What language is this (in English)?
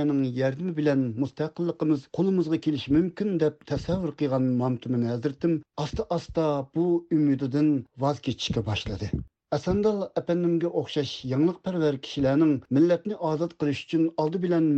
Uyghur